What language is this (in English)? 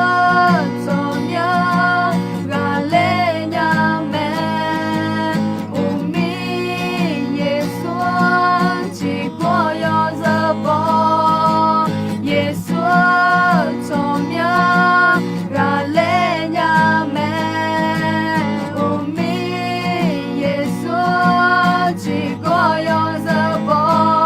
Akha